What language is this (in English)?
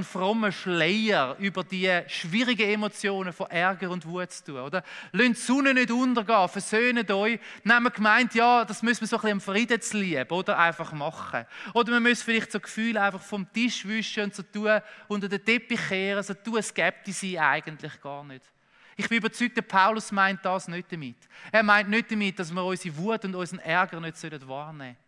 Swiss German